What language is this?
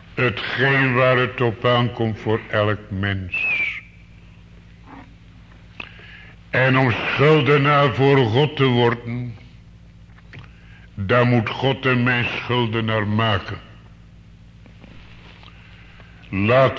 Dutch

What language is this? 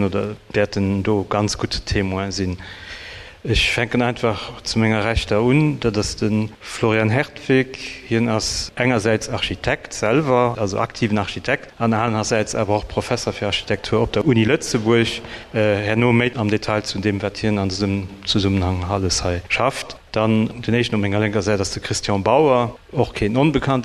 Luxembourgish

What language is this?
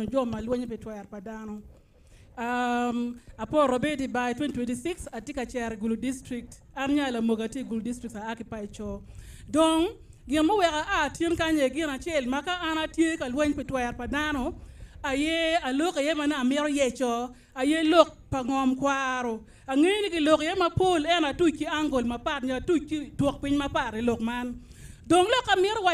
Acoli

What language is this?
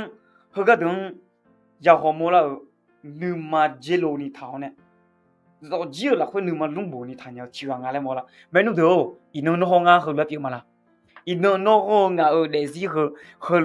Akha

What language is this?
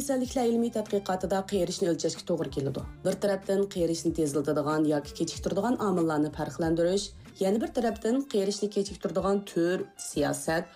Uyghur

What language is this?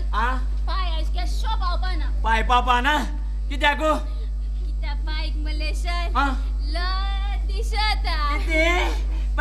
Konkani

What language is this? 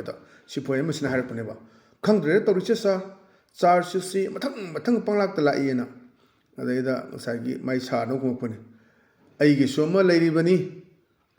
Manipuri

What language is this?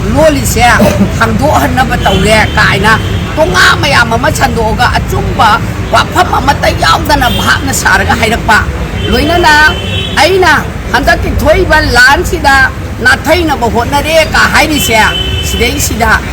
Manipuri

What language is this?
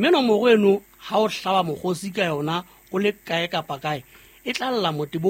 Southern Sotho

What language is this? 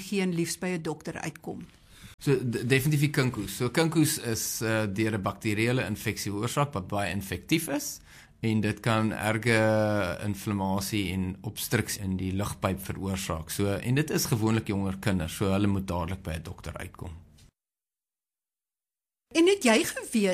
Afrikaans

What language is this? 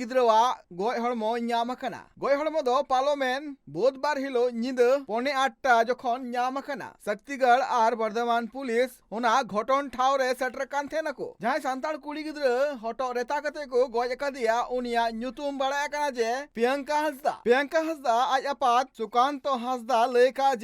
Santali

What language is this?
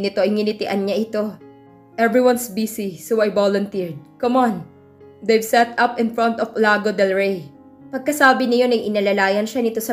Filipino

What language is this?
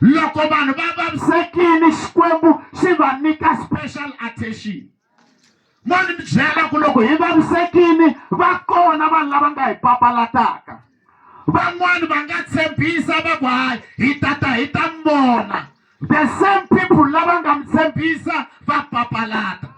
Tsonga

